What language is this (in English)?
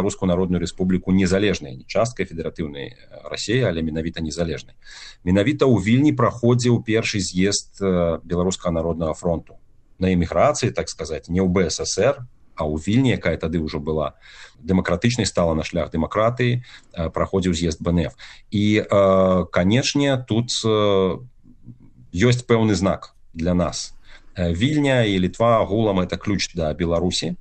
Belarusian